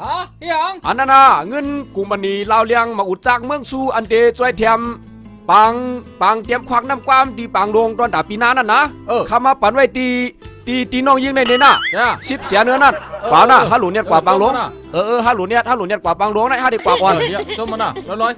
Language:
Shan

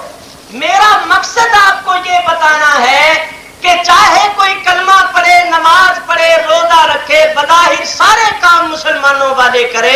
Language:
Urdu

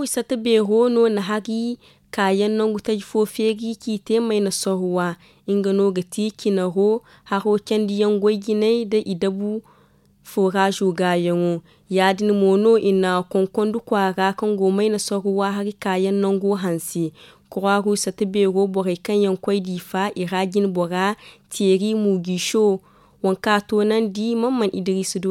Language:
Zarma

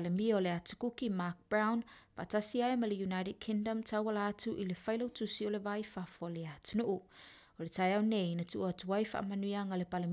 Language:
Samoan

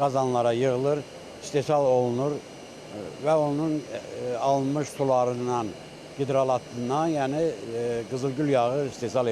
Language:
Azerbaijani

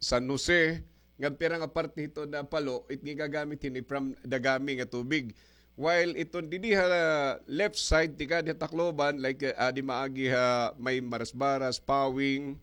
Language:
Waray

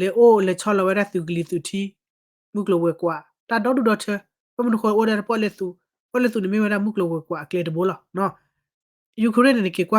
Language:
S'gaw Karen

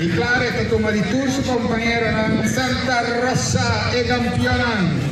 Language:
Papiamento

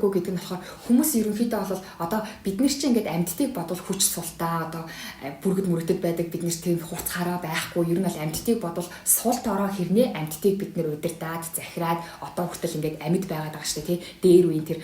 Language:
Mongolian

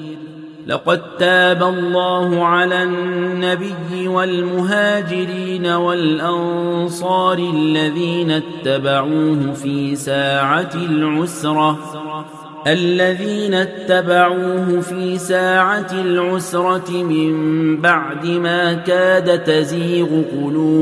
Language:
Arabic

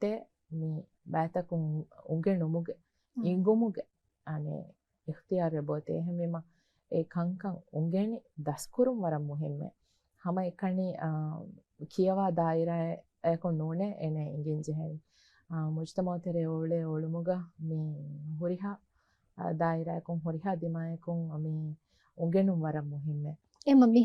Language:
Divehi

